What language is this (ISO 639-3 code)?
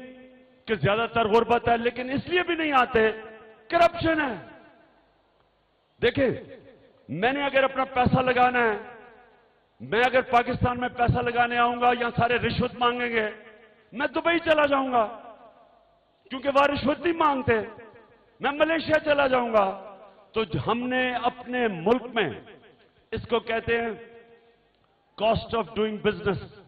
urd